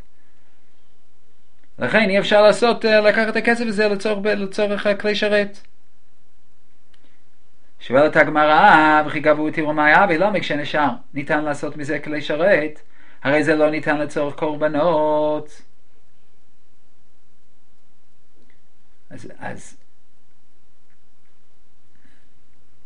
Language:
Hebrew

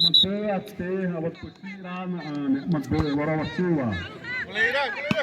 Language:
Xavánte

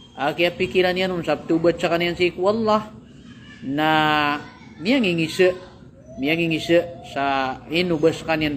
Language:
Maranao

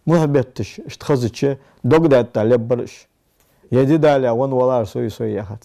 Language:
Ingush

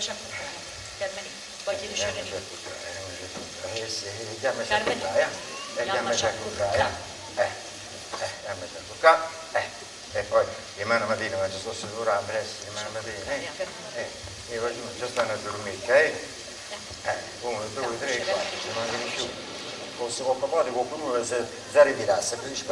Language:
Neapolitan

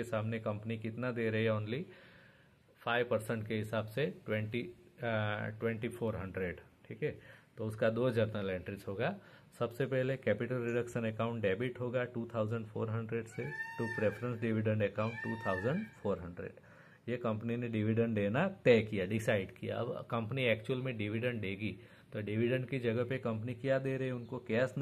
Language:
Hindi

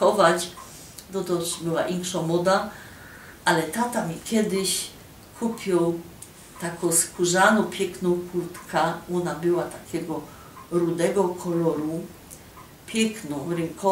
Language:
Silesian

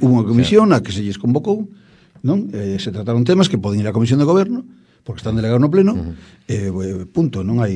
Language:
Galician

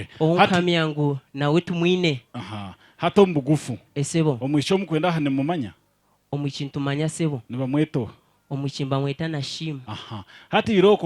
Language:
Nyankole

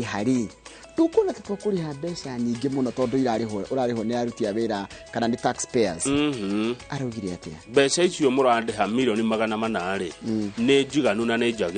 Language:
Kikuyu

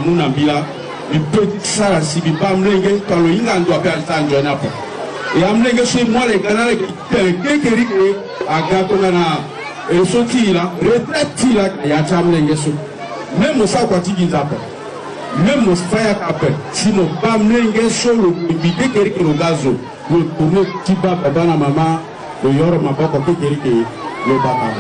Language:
Sango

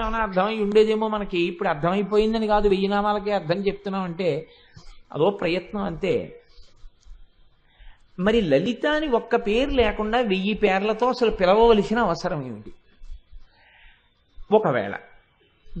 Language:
Telugu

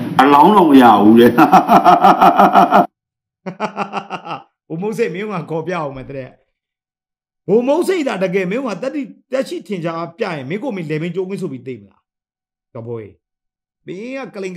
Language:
Burmese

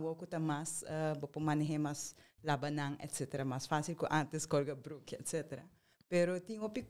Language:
Papiamento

